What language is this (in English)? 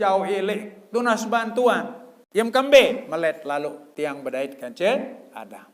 Sasak